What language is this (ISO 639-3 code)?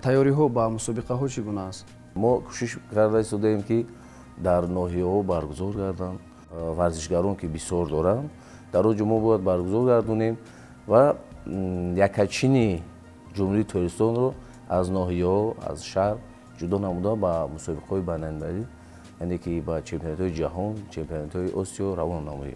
tgk